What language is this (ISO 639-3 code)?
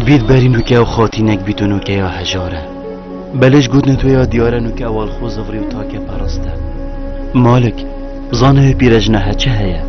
kur